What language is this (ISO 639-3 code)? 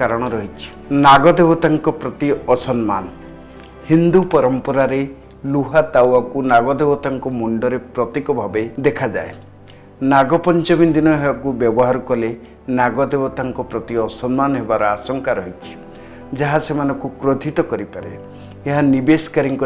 ori